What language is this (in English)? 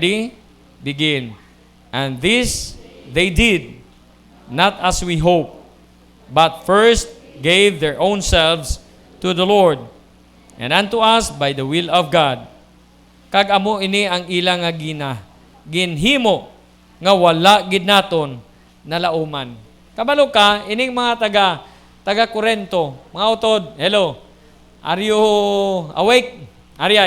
Hiligaynon